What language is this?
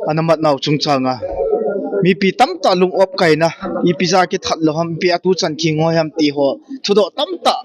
Thado Chin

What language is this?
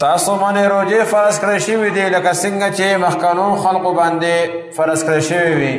Pashto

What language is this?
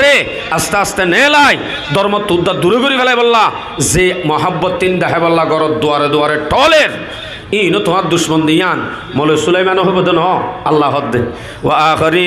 Rohingya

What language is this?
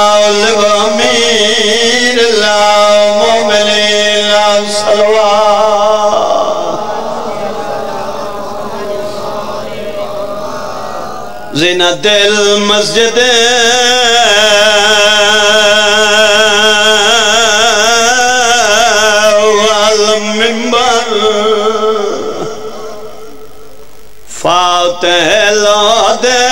Urdu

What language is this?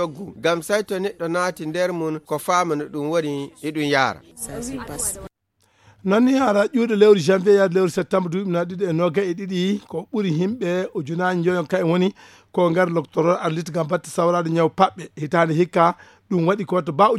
Fula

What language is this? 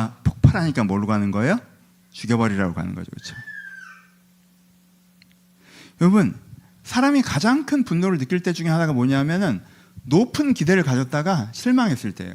Korean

